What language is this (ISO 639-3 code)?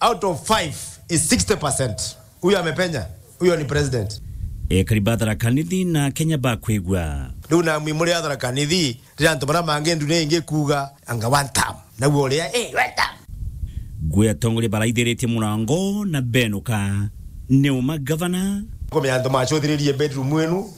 mer